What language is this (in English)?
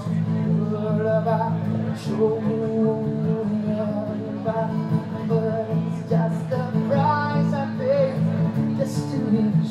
English